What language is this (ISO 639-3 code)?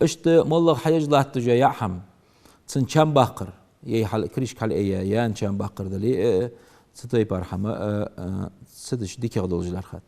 inh